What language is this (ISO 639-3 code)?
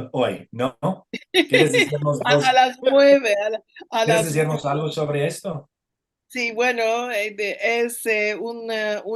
lad